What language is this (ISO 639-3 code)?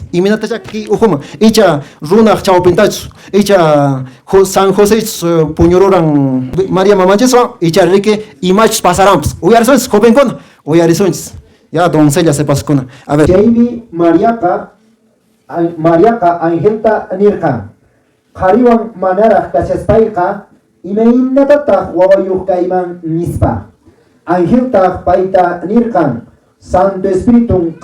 que